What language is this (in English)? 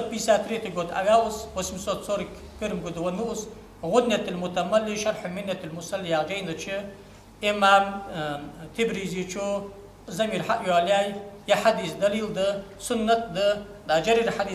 Ingush